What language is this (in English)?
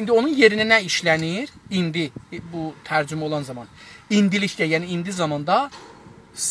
South Azerbaijani